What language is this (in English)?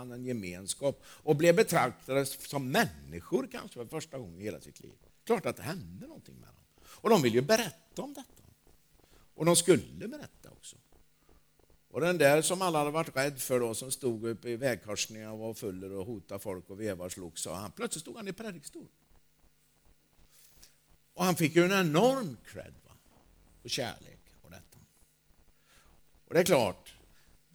Swedish